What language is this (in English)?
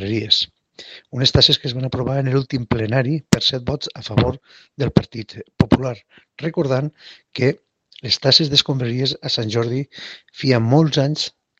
Catalan